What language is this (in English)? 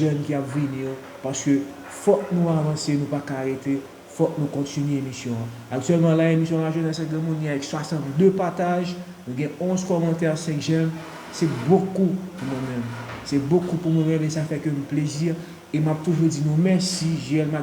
Haitian Creole